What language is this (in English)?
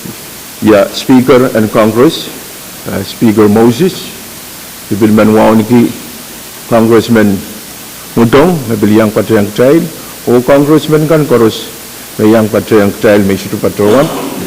Pohnpeian